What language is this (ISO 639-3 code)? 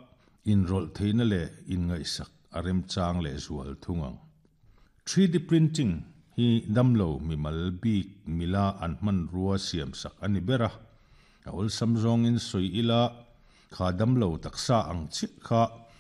lus